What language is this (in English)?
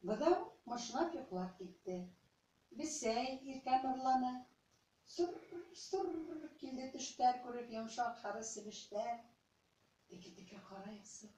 Bashkir